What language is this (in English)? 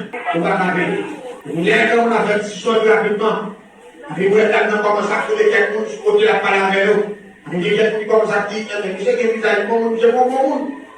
Haitian Creole